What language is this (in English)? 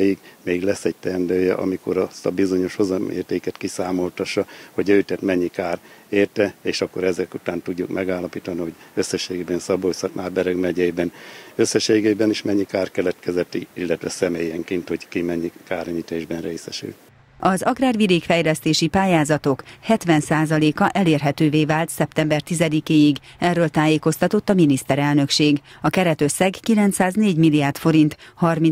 Hungarian